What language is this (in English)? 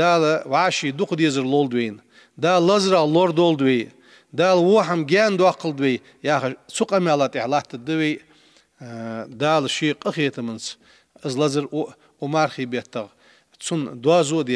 Ingush